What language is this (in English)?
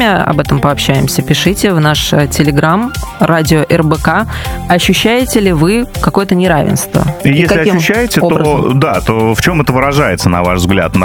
Russian